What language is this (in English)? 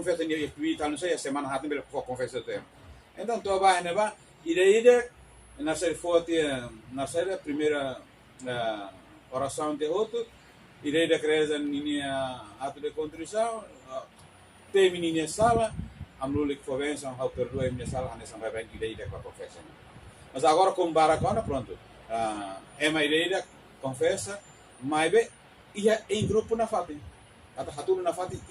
Tetum